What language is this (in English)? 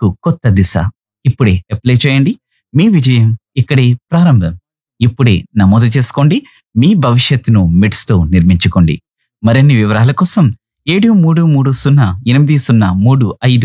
Telugu